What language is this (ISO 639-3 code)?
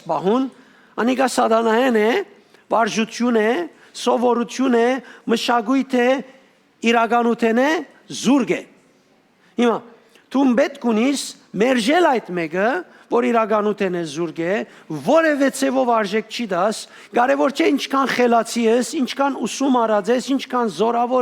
hyw